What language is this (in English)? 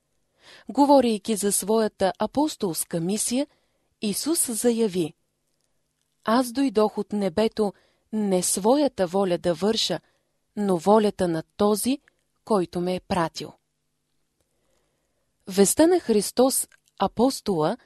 Bulgarian